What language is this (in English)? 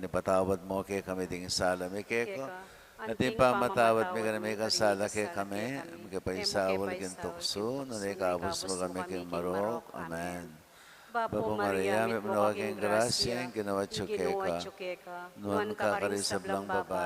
Pampanga